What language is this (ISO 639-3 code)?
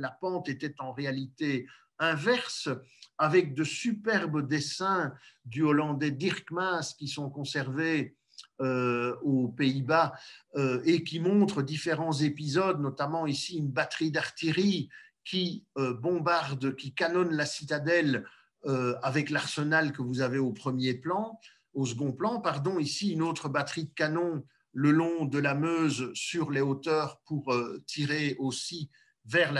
fra